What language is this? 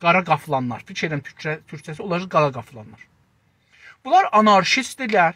South Azerbaijani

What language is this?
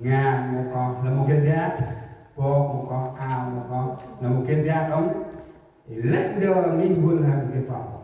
Central Mnong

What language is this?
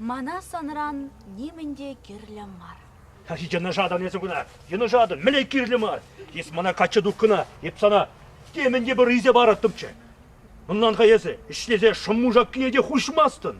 Chuvash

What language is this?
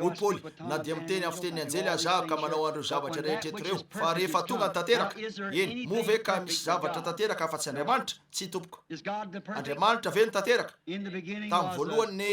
Malagasy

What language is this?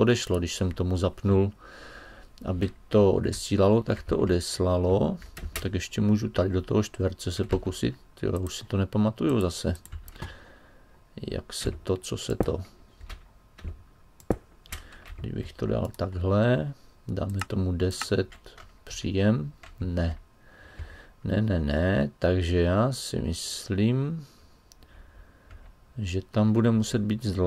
Czech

